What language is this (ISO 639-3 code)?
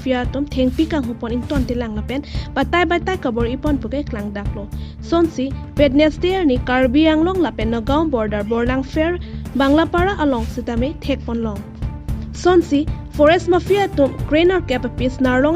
mjw